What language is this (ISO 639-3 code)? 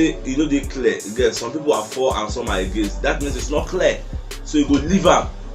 pcm